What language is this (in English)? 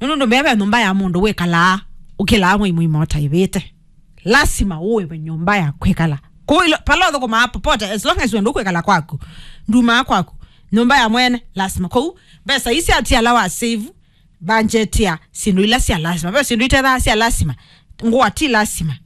Kamba